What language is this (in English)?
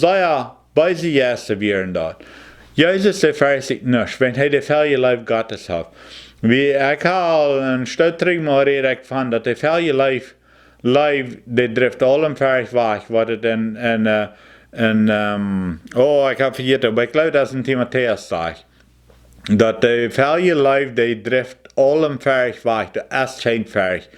Plautdietsch